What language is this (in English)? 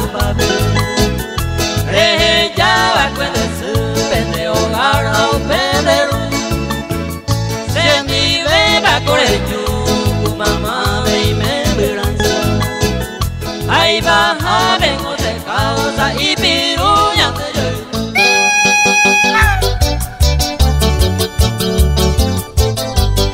Spanish